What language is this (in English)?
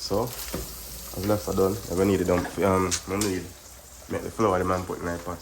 Jamaican Creole English